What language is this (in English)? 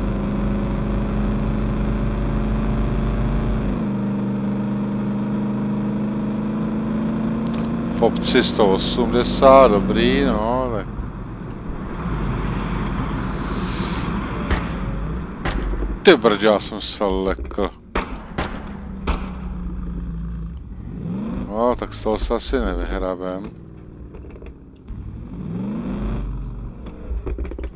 Czech